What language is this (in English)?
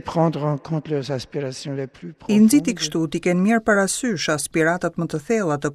Albanian